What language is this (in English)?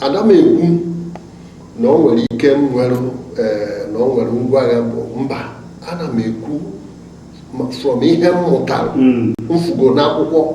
Igbo